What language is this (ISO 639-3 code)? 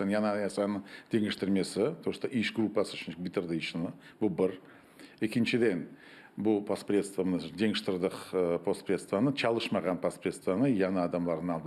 crh